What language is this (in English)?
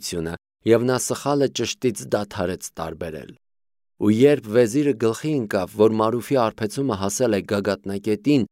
Armenian